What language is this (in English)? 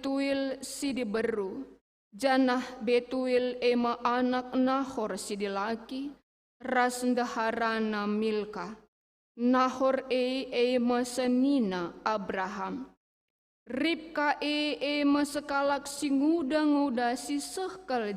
Batak Karo